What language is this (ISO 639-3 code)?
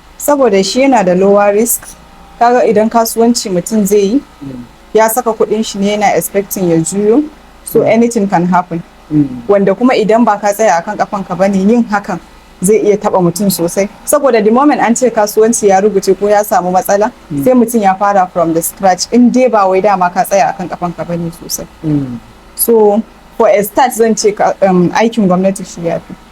hau